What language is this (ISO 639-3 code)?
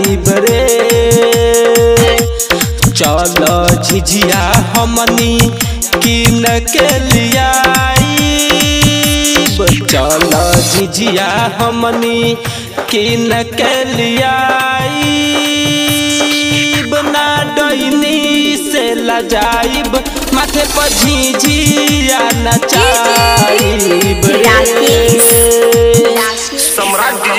bho